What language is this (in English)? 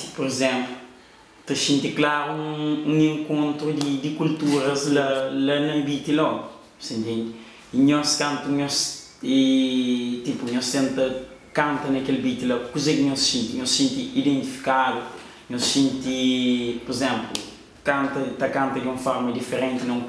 Kabuverdianu